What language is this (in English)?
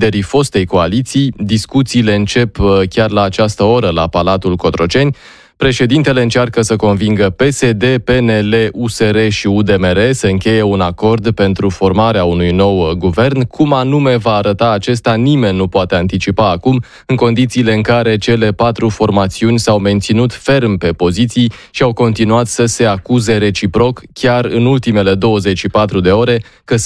Romanian